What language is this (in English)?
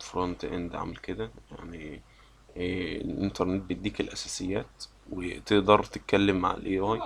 Egyptian Arabic